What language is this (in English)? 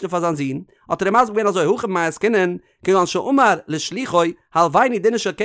Yiddish